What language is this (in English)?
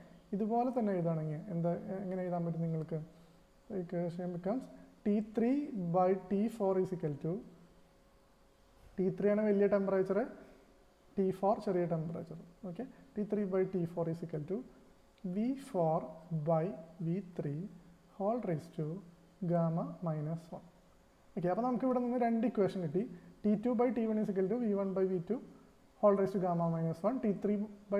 Malayalam